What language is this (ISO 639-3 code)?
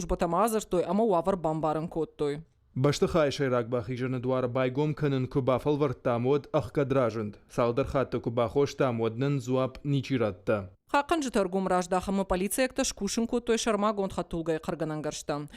oss